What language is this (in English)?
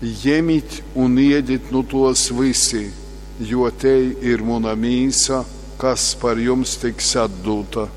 Latgalian